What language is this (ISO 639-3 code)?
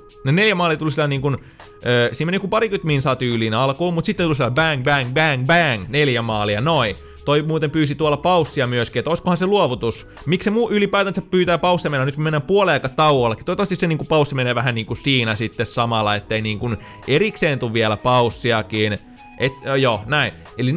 fin